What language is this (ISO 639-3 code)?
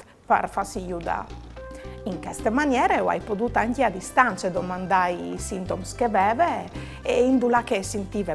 fur